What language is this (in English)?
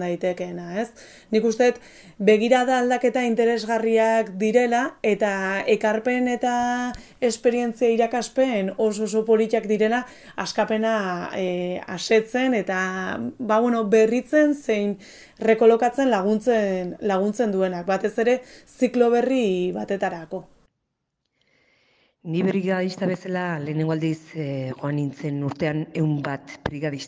Basque